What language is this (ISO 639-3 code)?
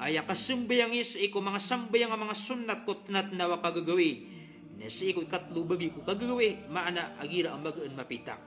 mrw